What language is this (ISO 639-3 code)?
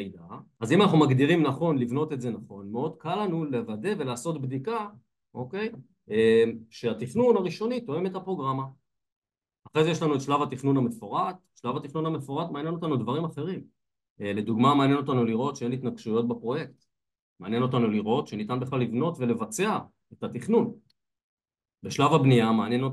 heb